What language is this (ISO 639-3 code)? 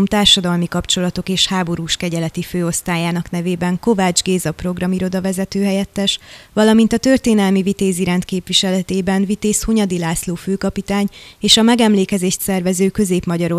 hun